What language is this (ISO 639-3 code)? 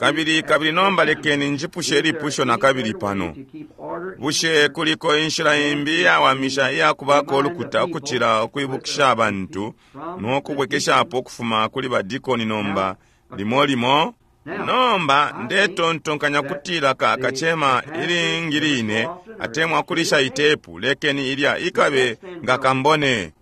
bem